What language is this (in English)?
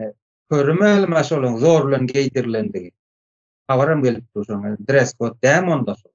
Turkmen